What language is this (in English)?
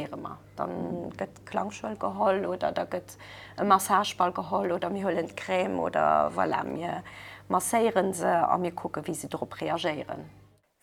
Luxembourgish